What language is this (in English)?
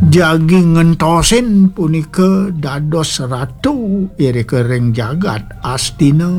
Balinese